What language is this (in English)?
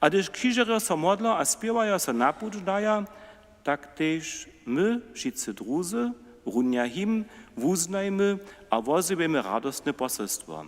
Upper Sorbian